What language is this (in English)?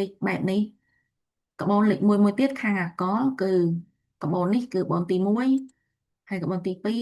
Khmer